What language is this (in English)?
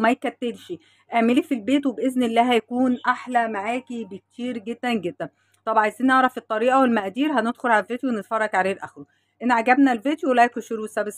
Egyptian Arabic